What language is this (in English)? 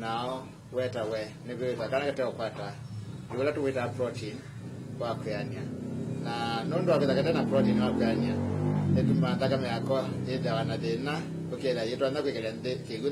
Kamba